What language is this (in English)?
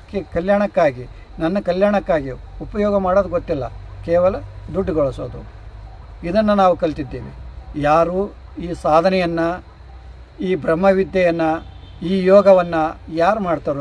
Kannada